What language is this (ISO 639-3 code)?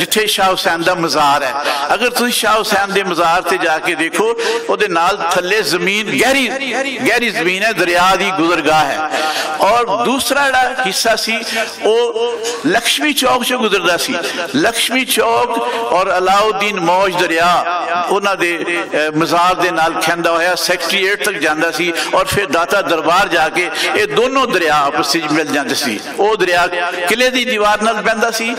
lah